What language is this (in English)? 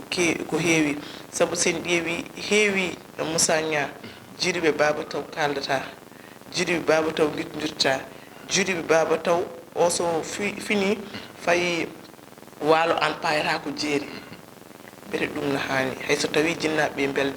Fula